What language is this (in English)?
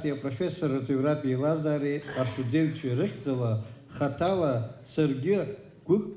Abkhazian